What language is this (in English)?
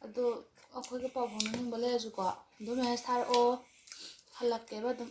Manipuri